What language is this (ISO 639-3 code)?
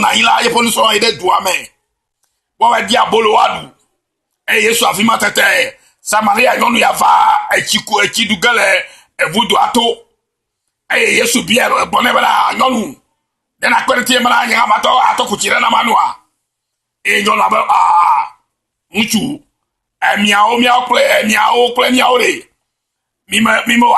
ewe